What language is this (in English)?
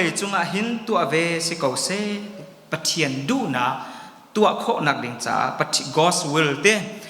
Hakha Chin